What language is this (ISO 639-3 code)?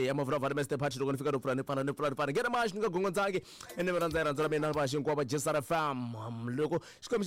tso